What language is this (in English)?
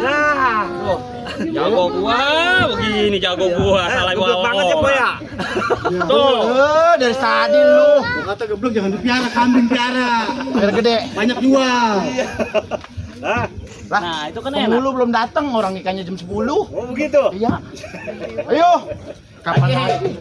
Betawi